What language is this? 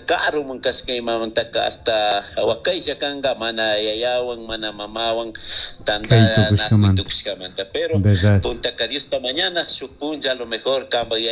Chimborazo Highland Quichua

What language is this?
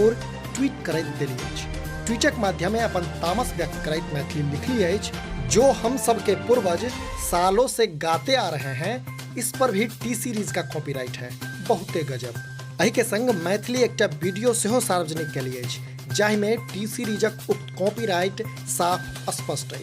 Maithili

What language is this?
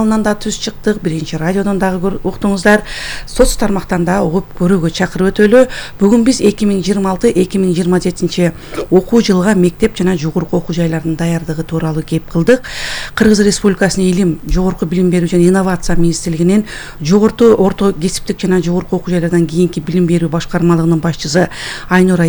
Kyrgyz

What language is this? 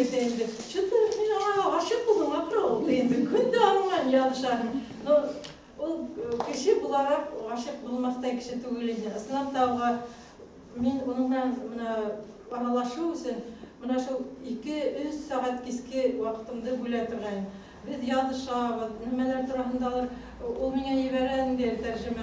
Tatar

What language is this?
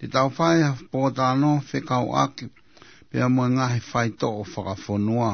Tongan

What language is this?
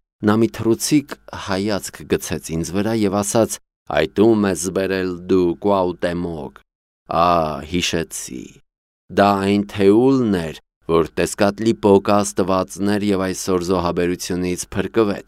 Armenian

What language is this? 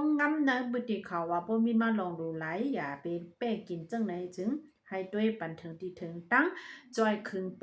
Shan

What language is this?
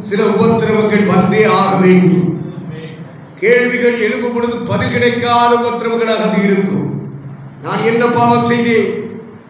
Tamil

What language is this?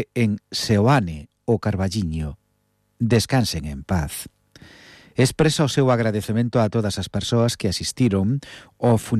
Galician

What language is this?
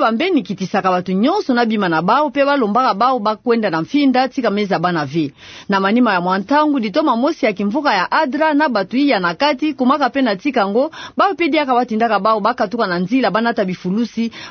Kituba (Democratic Republic of Congo)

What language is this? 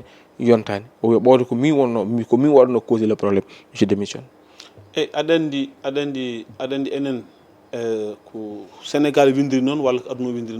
Fula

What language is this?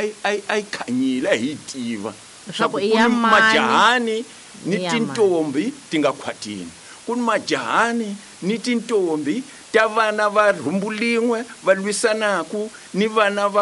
Tsonga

